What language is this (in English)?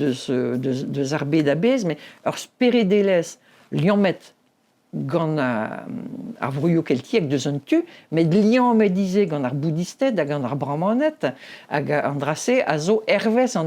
Breton